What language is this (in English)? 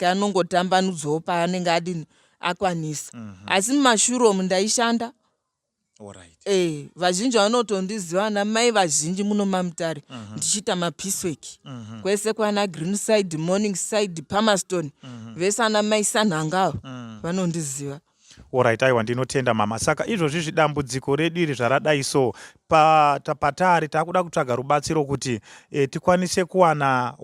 Shona